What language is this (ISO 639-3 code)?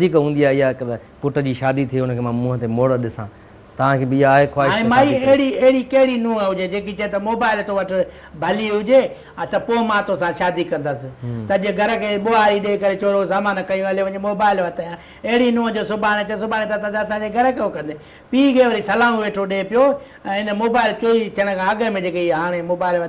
snd